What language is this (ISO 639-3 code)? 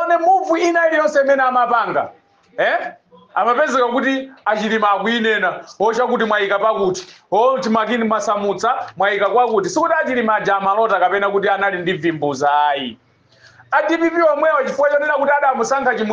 nya